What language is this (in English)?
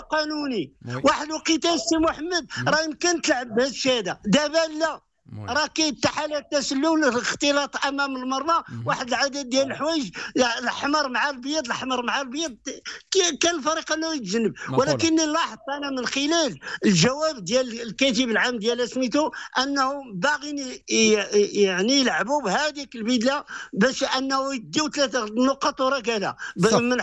Moroccan Arabic